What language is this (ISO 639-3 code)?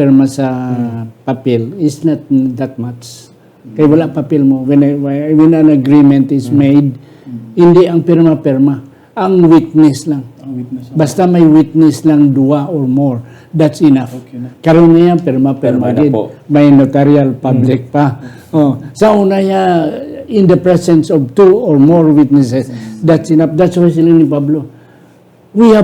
hil